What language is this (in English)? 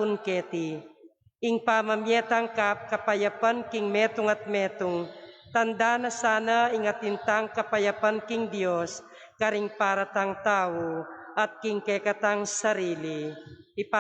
Pampanga